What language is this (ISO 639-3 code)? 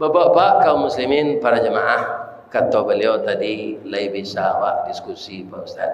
min